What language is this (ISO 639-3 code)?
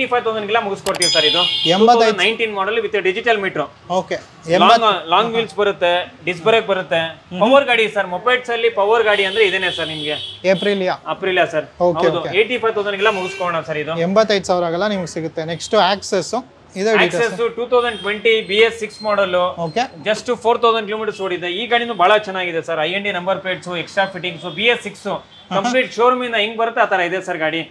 kan